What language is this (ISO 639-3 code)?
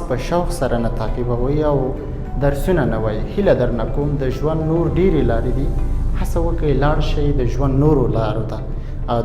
pus